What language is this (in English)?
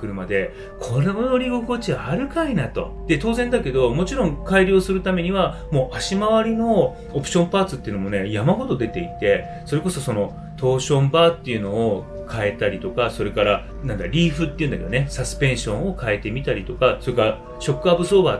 Japanese